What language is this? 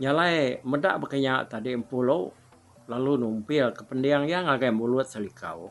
Iban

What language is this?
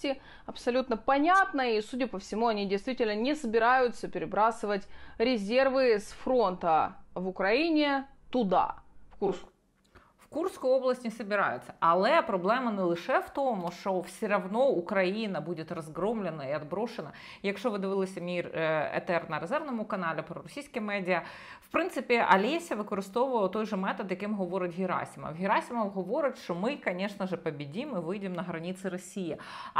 Ukrainian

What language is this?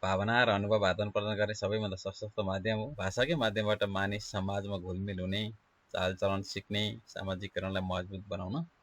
Nepali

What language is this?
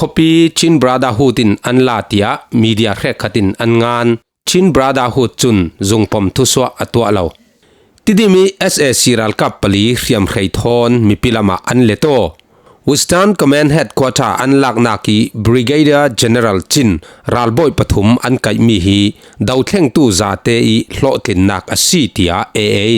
Falam Chin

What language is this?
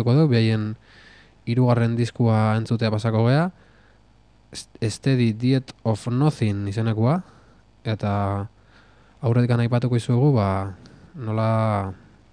Basque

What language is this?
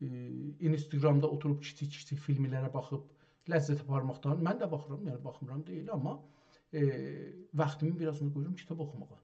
South Azerbaijani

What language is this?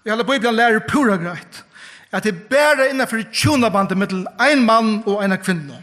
Faroese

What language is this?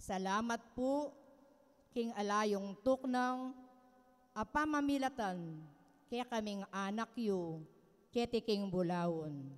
Pampanga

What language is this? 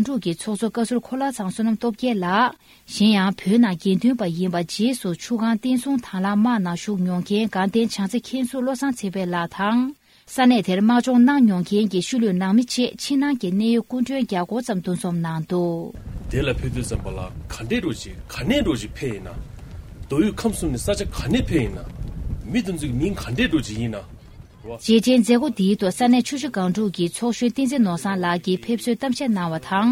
Tibetan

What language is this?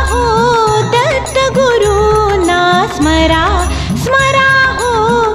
Marathi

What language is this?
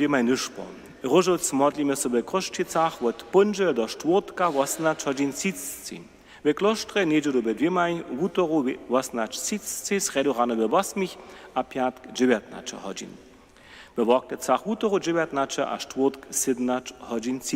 Upper Sorbian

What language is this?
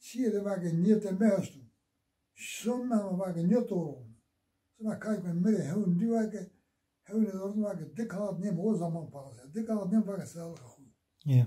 Zaza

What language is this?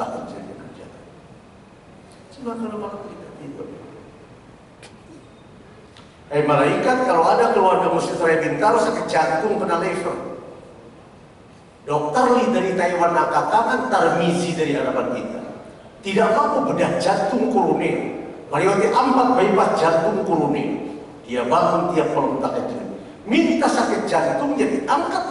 Indonesian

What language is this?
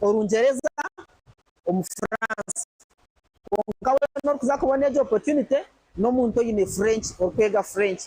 Nyankole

